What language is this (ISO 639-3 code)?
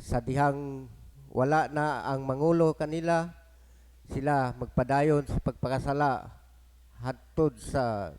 ceb